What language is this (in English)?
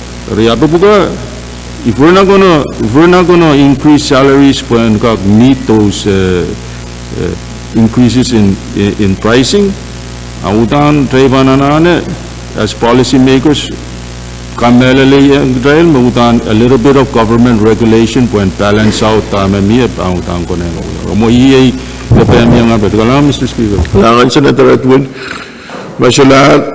Pohnpeian